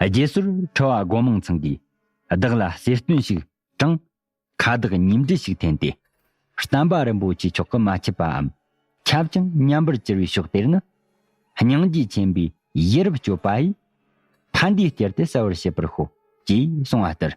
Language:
Tibetan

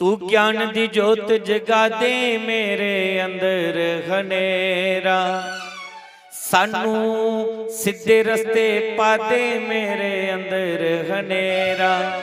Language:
Dogri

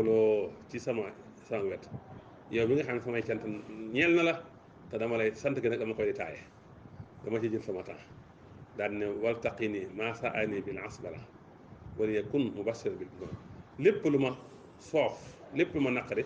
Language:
Wolof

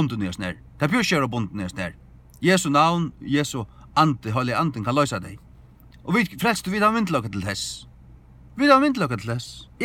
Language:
Faroese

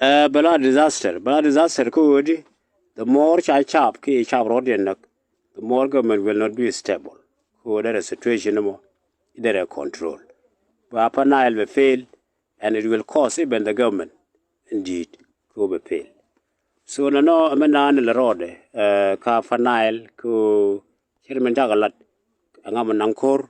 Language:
Nuer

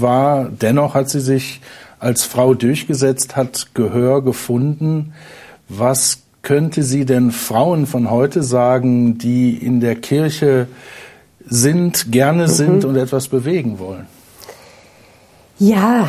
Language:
German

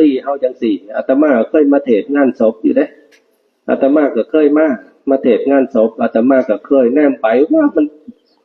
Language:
Northeastern Thai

